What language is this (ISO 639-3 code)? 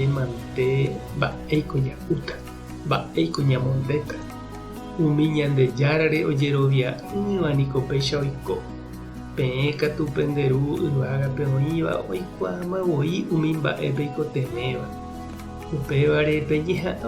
grn